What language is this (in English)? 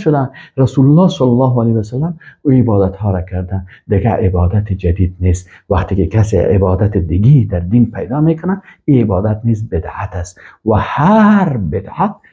Persian